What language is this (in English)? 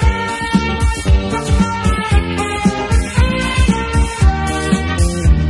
Spanish